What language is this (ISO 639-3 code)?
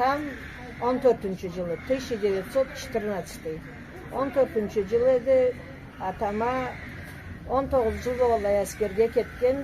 krc